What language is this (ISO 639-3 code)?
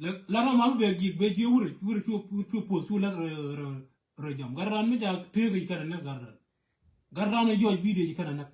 nus